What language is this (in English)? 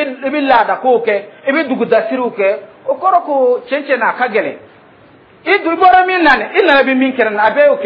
Dyula